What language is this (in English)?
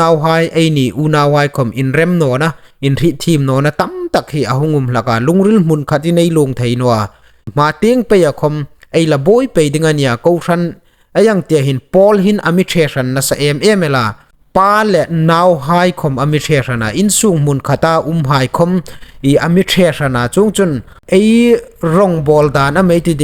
Hmar